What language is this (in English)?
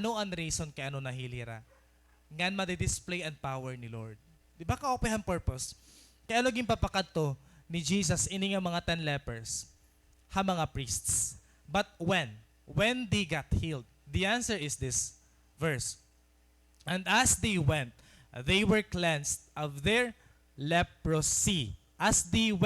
Waray